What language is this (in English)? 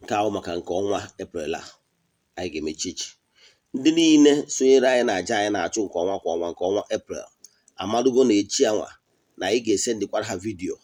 Igbo